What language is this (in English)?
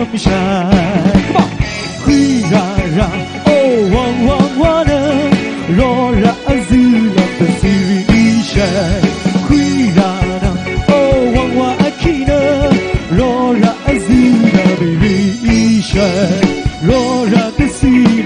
Kachin